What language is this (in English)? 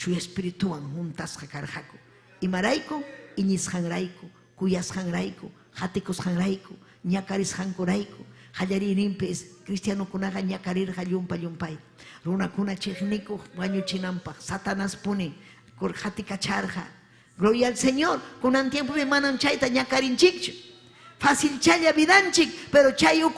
Ayacucho Quechua